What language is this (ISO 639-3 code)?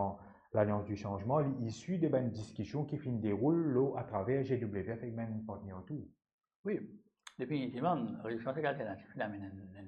mfe